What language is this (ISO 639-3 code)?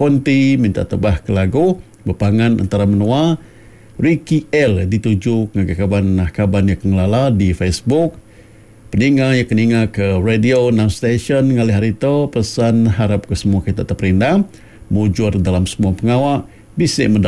iba